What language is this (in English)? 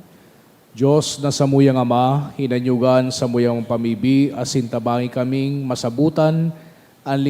Bikol